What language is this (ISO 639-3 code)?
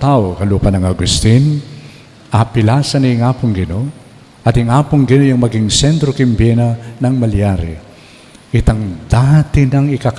pam